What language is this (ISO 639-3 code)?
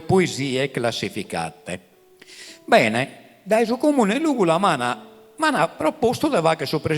srd